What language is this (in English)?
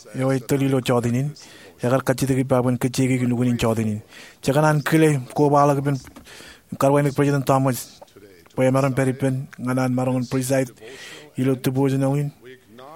Marshallese